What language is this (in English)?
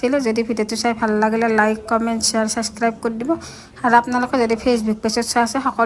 Assamese